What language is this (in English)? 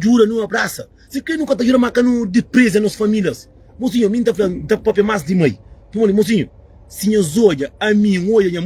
Kabuverdianu